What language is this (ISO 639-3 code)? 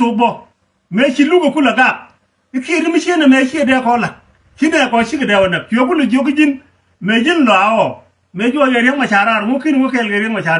nus